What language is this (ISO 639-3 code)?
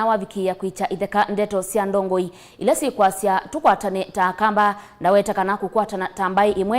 kam